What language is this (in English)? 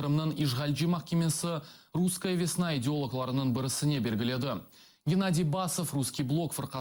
Crimean Tatar